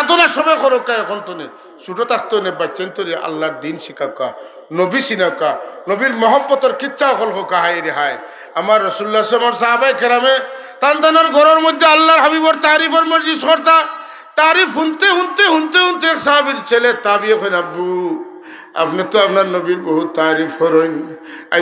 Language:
Sylheti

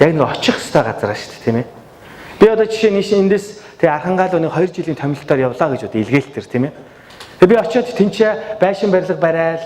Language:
Mongolian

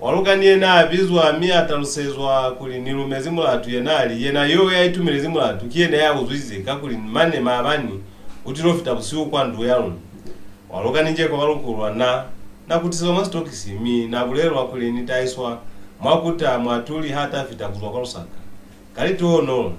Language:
Lozi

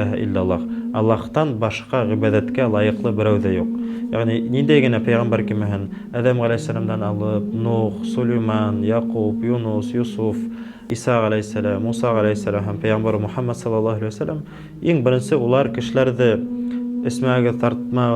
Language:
Bashkir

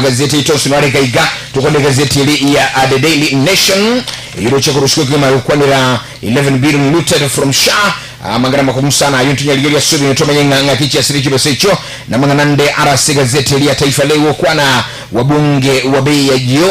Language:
Gusii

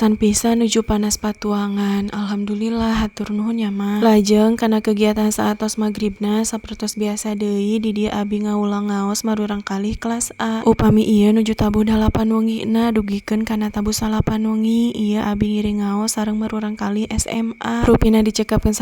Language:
Sundanese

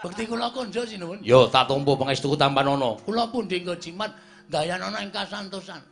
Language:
Javanese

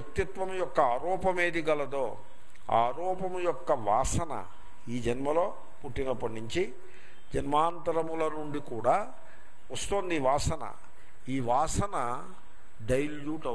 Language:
Telugu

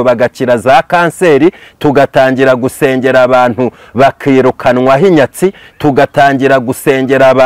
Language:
Kinyarwanda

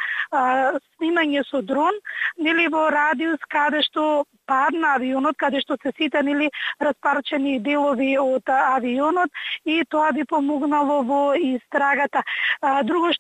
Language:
Macedonian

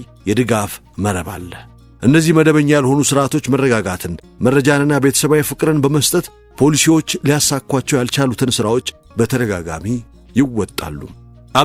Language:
Amharic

